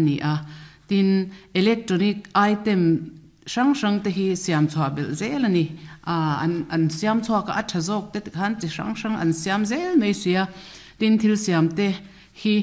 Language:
Mizo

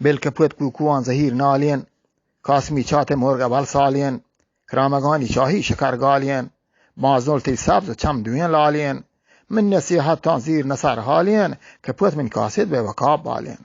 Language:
Eastern Balochi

